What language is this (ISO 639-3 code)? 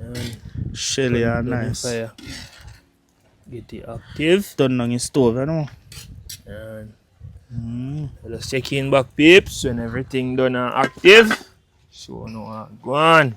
jam